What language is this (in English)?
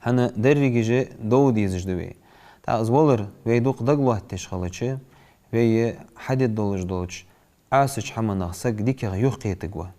Ingush